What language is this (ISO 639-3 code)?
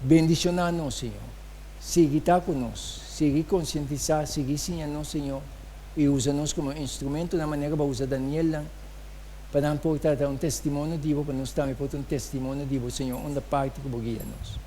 pap